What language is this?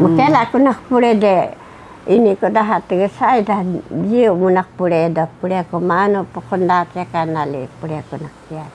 Taroko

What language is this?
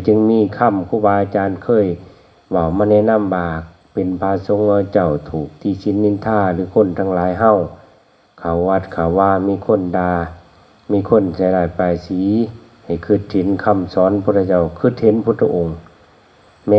Northeastern Thai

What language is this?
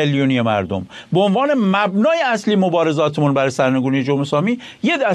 Persian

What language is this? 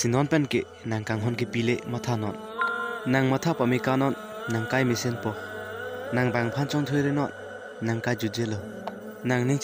Karbi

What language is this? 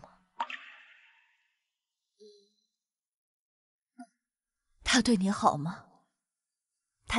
Chinese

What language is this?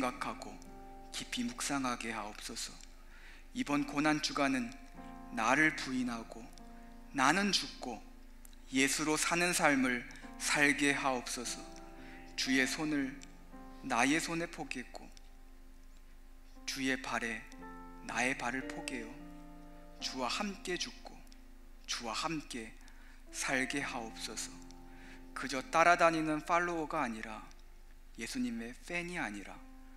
Korean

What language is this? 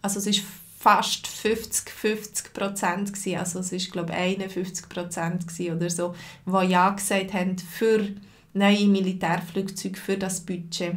Swiss German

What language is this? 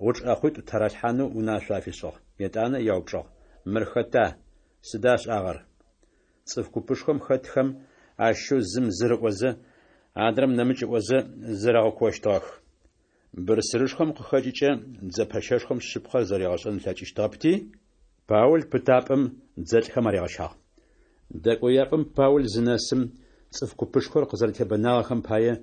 Adyghe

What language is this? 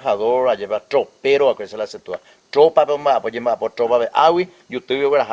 Guarani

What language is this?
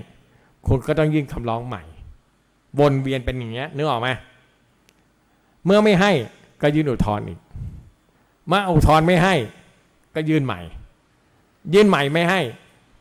Thai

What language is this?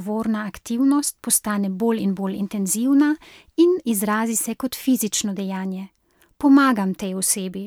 Slovenian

